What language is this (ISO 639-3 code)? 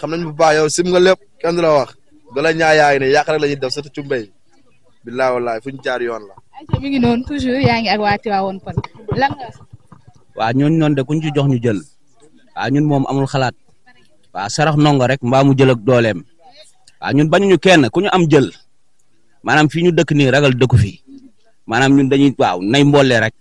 wol